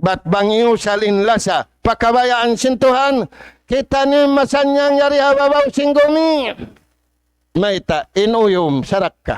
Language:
Tausug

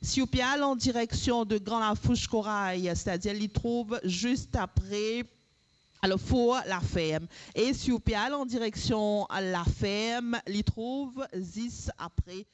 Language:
Morisyen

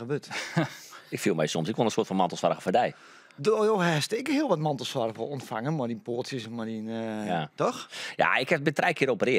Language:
Western Frisian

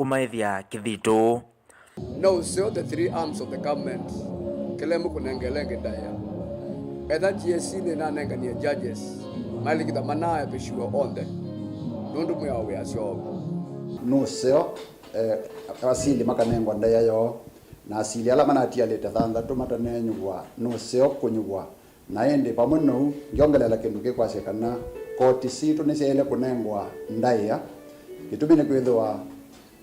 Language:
Kamba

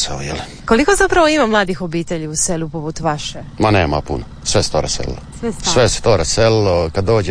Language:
Croatian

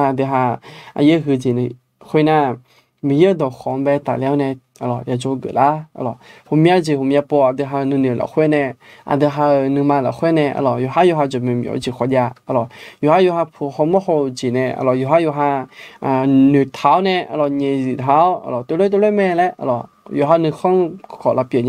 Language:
Akha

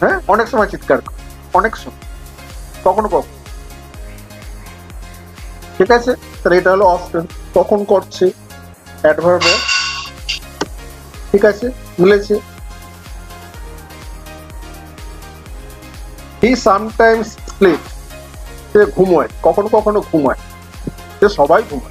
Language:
Bangla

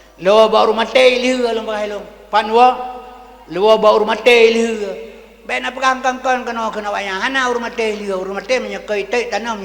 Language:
Achinese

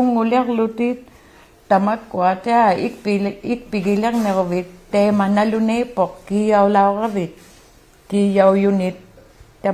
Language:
Inuktitut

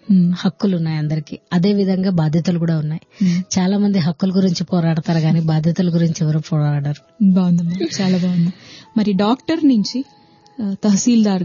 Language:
Telugu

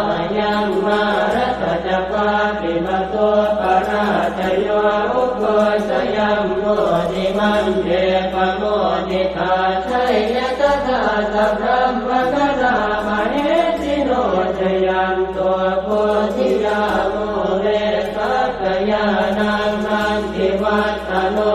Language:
Pali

